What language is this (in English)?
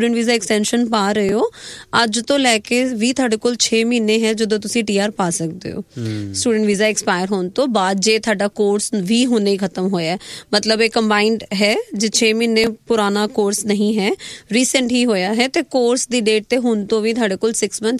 Punjabi